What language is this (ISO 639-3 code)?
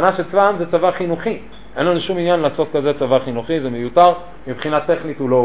heb